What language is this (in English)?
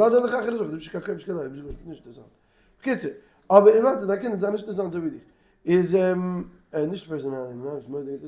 Yiddish